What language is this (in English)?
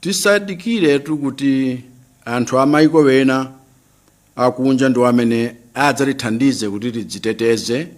Nyanja